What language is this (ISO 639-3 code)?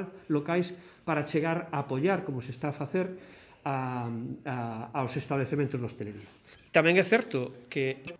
glg